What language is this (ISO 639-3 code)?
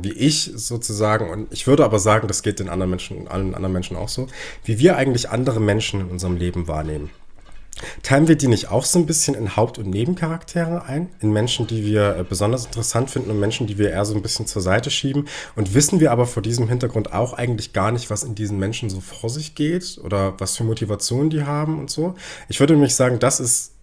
deu